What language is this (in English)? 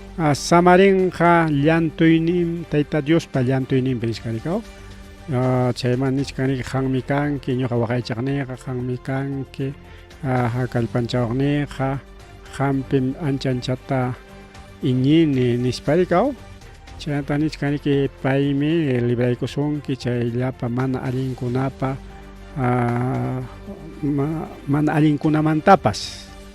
Ayacucho Quechua